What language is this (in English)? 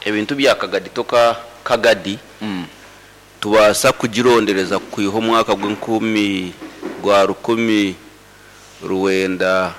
Nyoro